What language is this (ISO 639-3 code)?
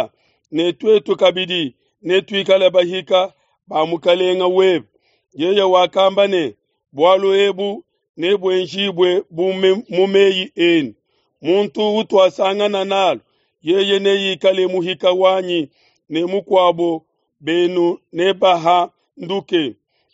lua